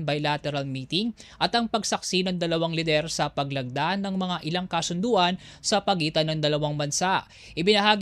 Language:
Filipino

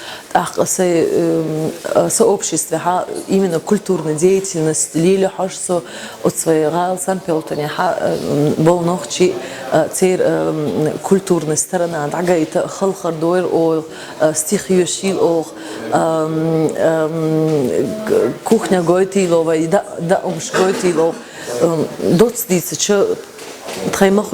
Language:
Chechen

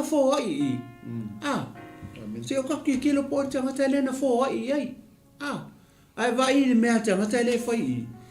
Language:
Samoan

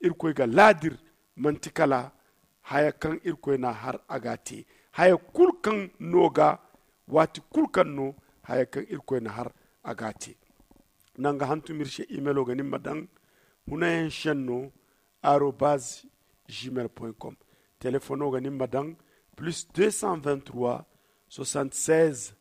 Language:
Zarma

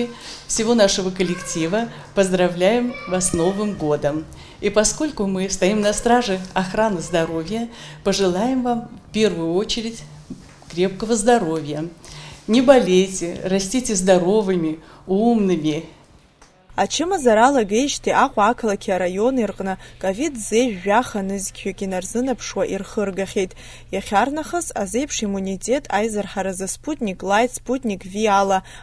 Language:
Abkhazian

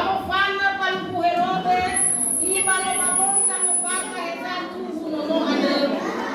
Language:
Nias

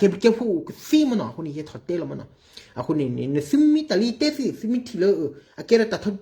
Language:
S'gaw Karen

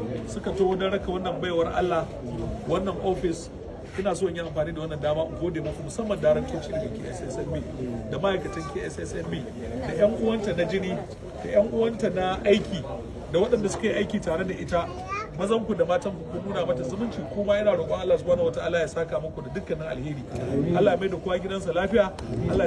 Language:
Hausa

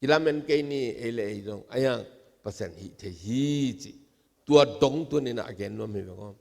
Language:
Tedim Chin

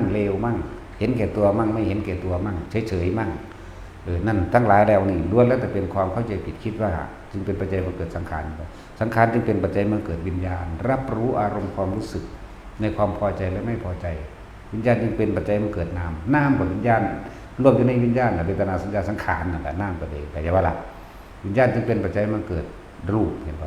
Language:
Northeastern Thai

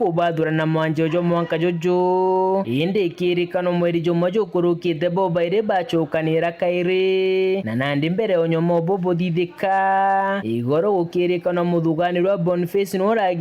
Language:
Meru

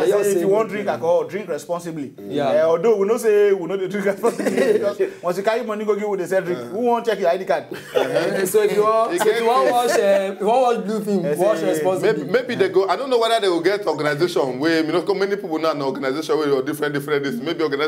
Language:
Nigerian Pidgin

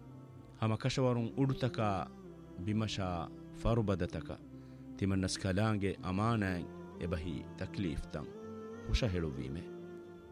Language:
Divehi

